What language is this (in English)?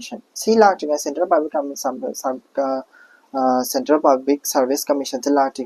Manipuri